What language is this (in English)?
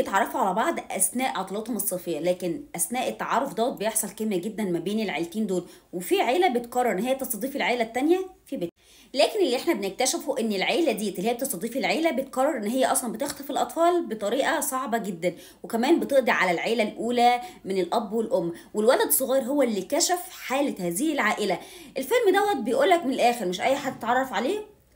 Egyptian Arabic